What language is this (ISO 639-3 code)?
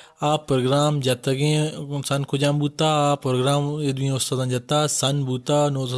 bal